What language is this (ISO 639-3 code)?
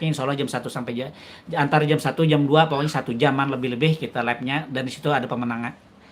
bjn